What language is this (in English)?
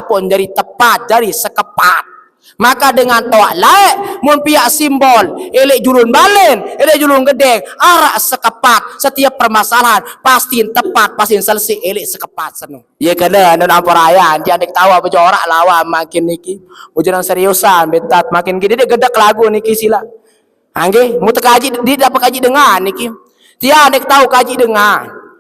Sasak